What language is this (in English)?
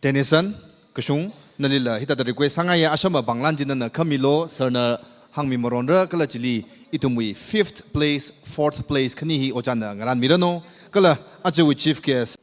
Tangkhul Naga (India)